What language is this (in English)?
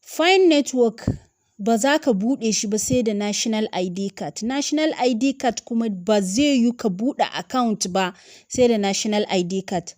Hausa